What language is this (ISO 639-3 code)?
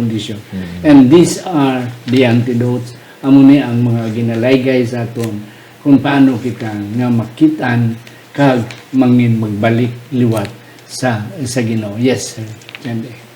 hil